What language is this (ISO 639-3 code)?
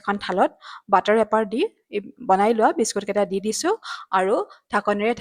asm